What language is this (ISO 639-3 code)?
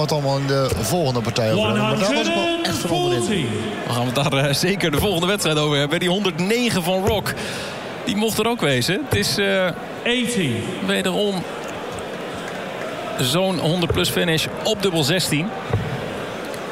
nld